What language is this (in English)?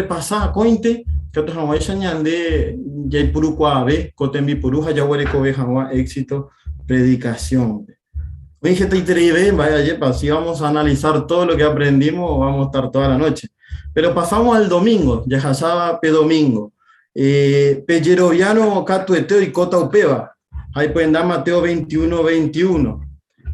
Guarani